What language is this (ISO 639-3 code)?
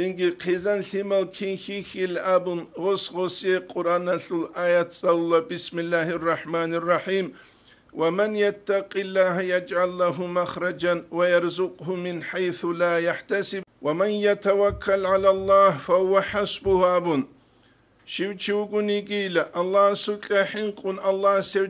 ava